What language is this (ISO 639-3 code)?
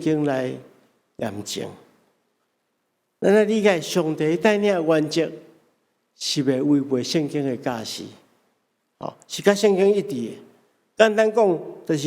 nan